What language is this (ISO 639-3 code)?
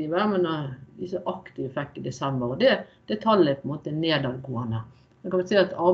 nor